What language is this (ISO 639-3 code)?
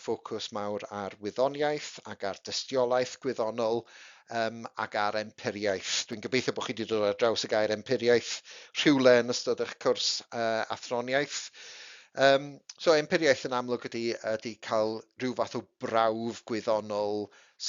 cym